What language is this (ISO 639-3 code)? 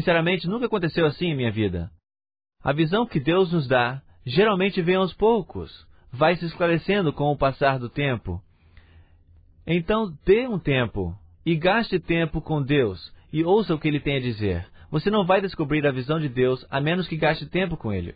por